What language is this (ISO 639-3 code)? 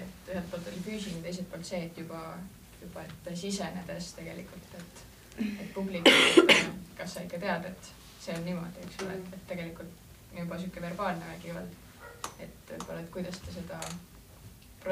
est